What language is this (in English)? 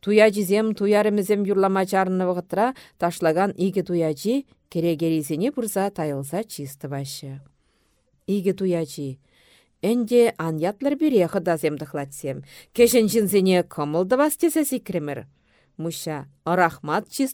Chuvash